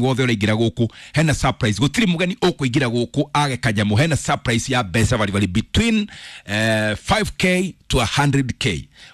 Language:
Kikuyu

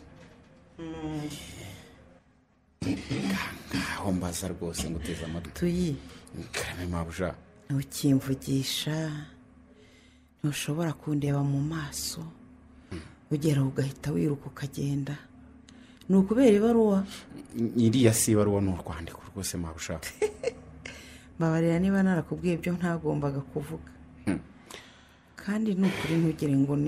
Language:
Kinyarwanda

